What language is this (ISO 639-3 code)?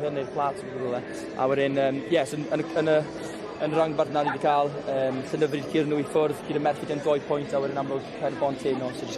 cym